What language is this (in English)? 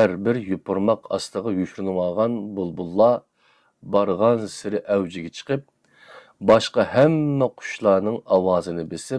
Uyghur